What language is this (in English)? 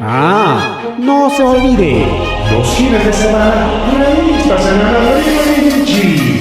Ayacucho Quechua